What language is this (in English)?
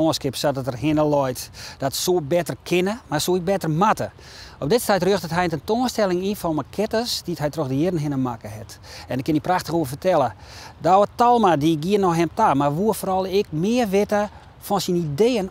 Western Frisian